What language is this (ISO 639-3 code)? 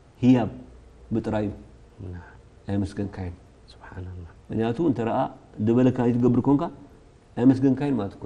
tir